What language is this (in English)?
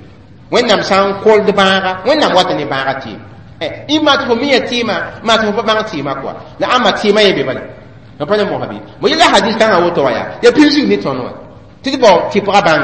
Mossi